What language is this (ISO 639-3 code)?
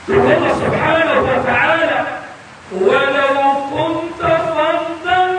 mrw